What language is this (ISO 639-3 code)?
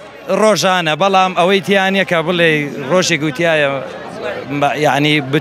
ckb